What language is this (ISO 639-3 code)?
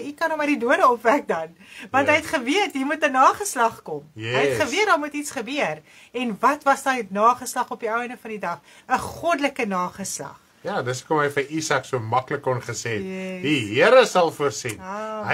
afr